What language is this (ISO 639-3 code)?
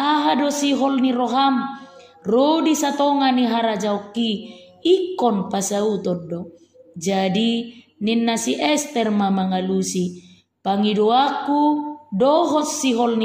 bbc